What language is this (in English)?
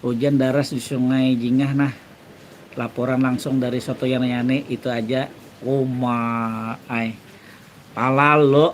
Banjar